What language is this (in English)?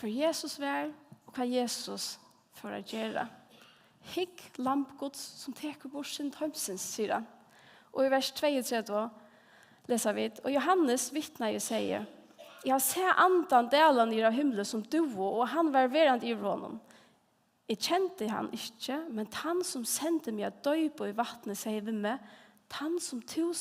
Faroese